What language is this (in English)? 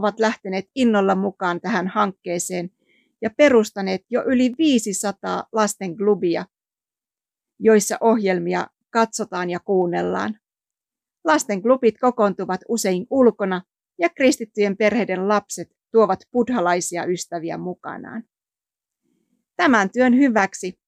Finnish